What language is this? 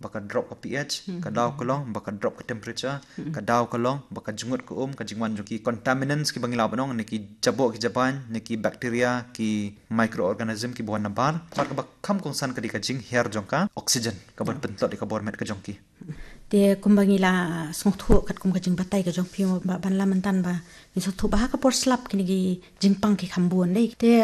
Khasi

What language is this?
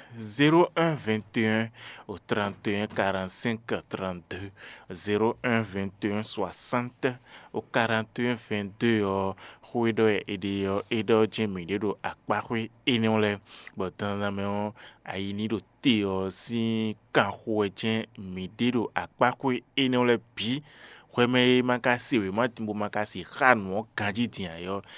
Fon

